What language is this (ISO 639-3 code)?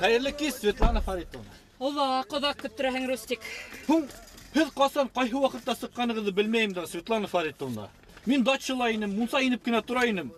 bak